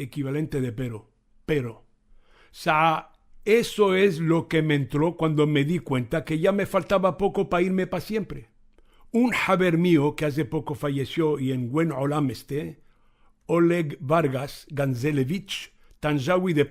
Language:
Ladino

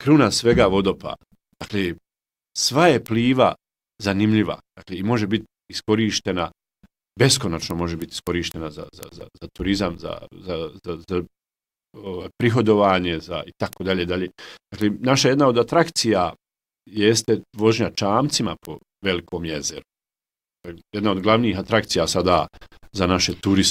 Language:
Bosnian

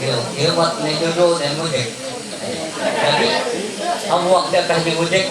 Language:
Ma'anyan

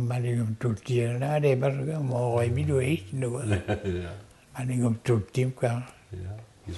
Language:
Mi'kmaw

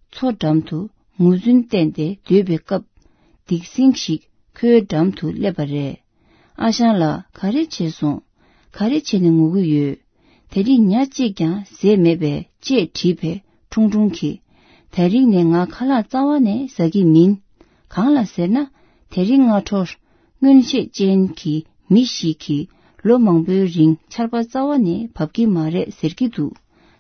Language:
Tibetan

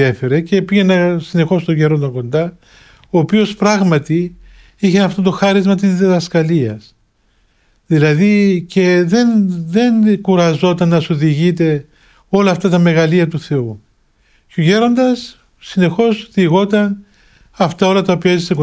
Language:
Greek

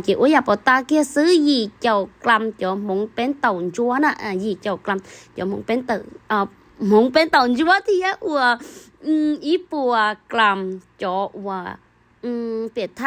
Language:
Hmong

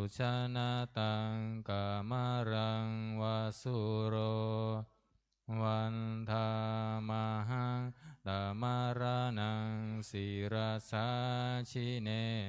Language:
Pali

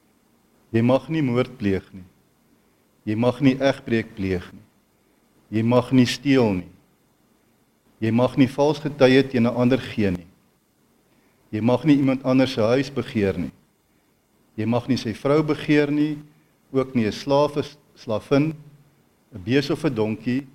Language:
Afrikaans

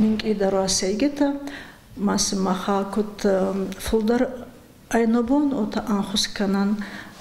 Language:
Ossetic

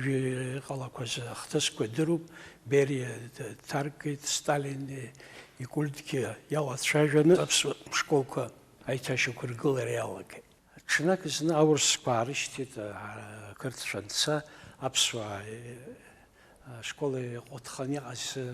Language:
Abkhazian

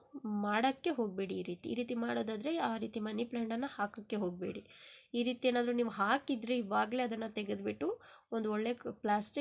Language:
Kannada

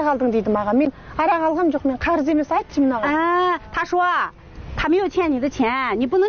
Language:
Kazakh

